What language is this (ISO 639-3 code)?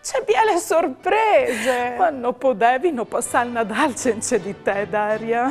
fur